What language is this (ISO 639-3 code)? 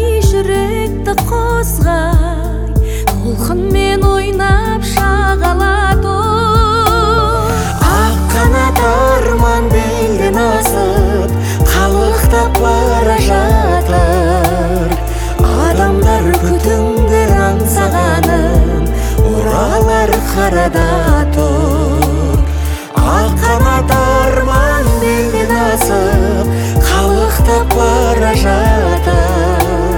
kaz